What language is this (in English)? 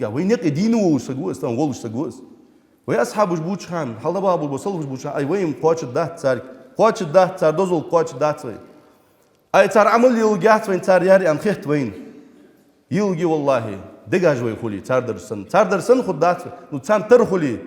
Ingush